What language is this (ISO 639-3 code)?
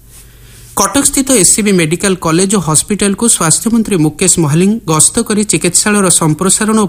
ori